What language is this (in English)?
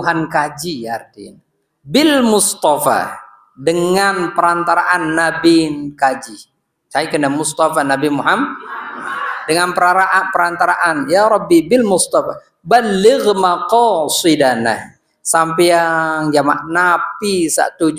Sasak